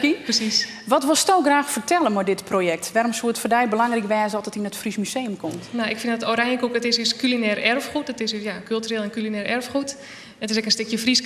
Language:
Western Frisian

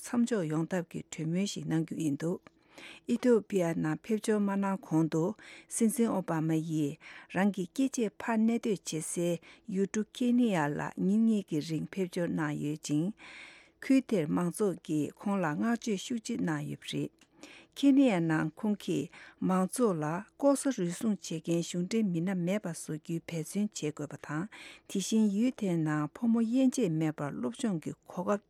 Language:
Tibetan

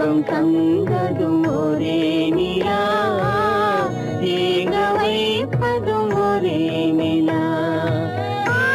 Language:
Tamil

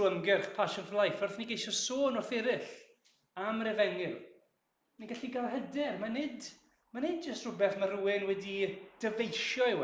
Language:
Welsh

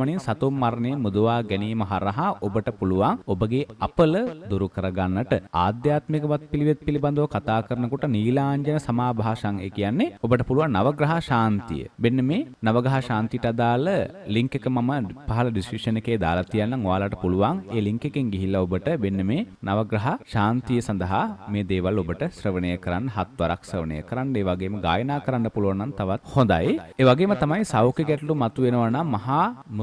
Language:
Sinhala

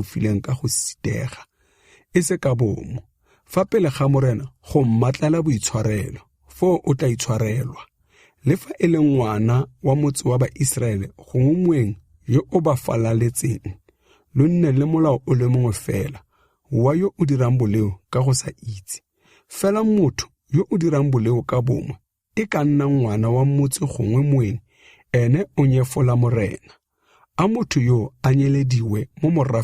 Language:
Tswana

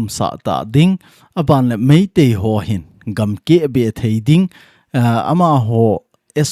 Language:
Thado Chin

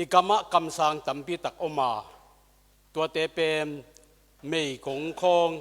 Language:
Tedim Chin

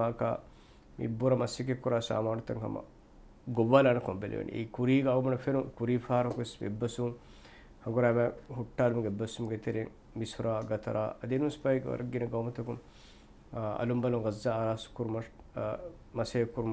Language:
Divehi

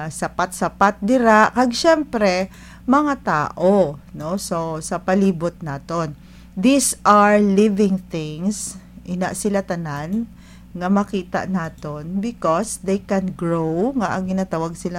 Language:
Hiligaynon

